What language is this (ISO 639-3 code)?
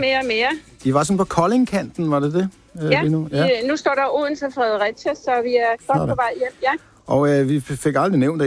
dan